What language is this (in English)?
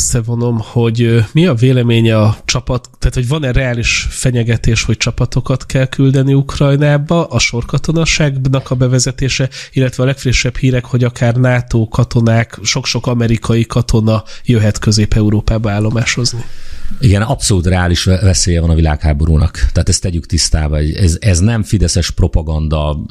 Hungarian